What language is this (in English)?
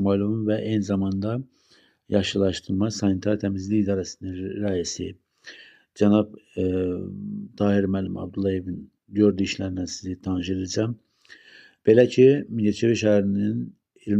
Azerbaijani